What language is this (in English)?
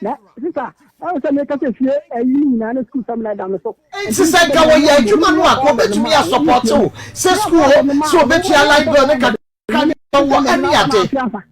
Akan